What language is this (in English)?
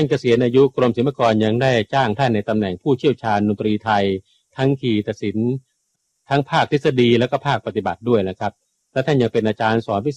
Thai